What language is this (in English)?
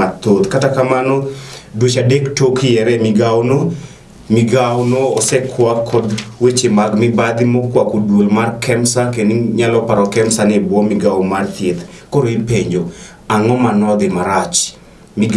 Luo (Kenya and Tanzania)